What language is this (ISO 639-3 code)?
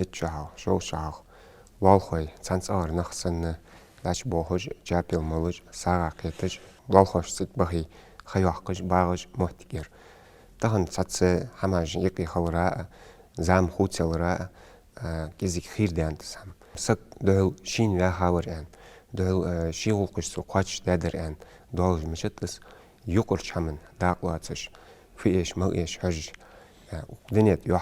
inh